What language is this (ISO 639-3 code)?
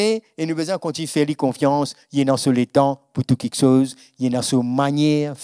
mfe